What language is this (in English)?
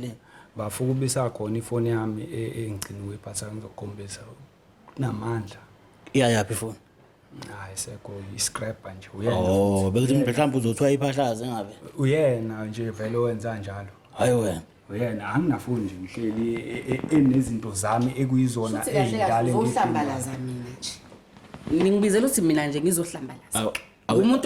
Zulu